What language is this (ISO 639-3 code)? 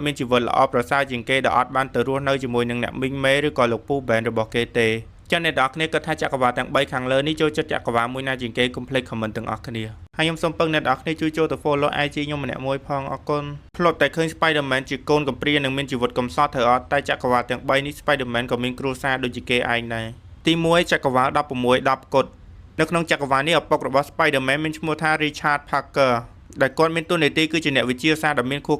khm